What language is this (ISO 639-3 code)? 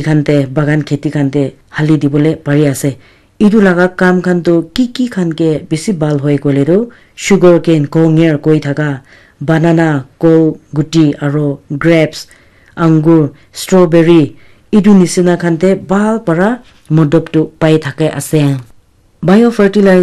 nag